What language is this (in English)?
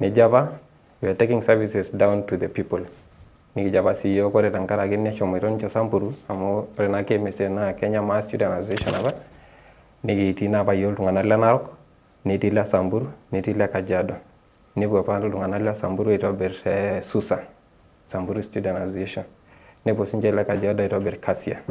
Masai